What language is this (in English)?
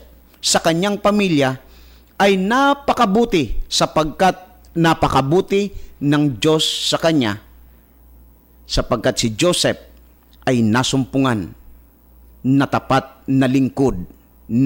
Filipino